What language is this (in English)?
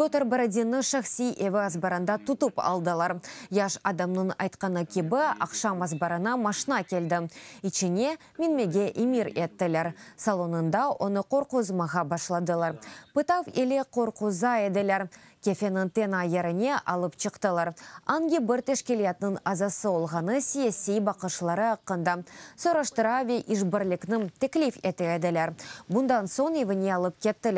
Crimean Tatar